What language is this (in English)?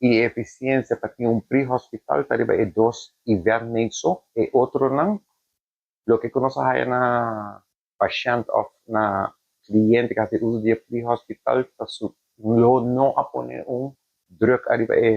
Papiamento